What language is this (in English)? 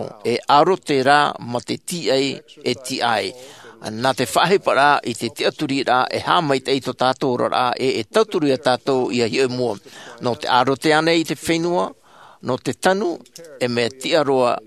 Tahitian